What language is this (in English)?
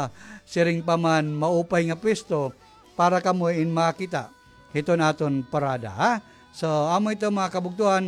Waray